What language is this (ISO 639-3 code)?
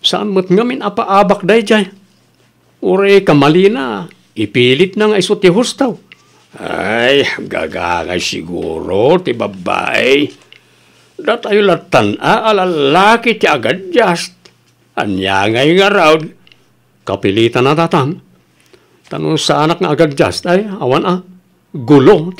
ilo